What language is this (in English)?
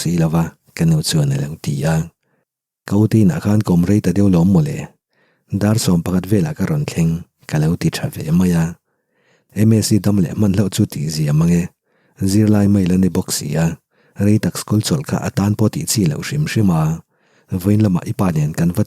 Mizo